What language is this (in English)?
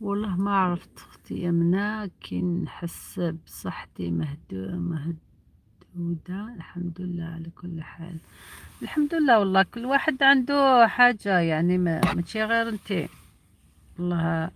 Algerian Arabic